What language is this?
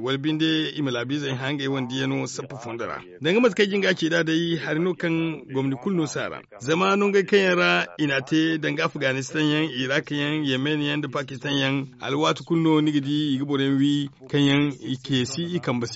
Zarma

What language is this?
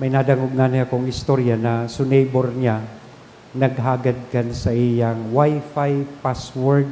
Bikol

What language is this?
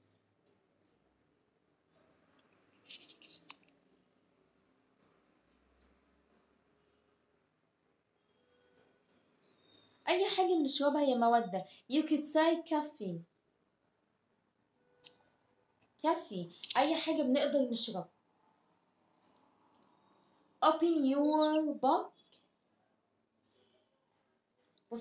Egyptian Arabic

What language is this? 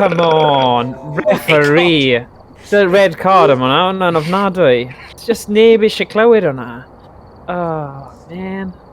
Welsh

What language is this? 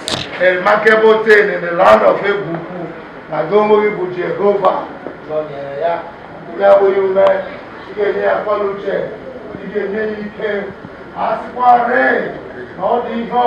Igbo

